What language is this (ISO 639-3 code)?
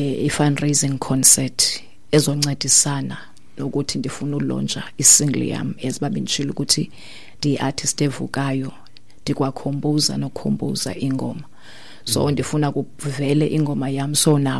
xho